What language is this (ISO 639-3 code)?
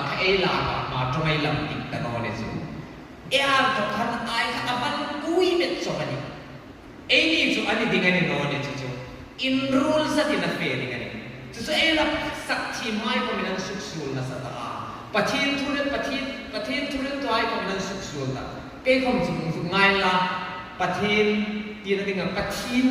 hmr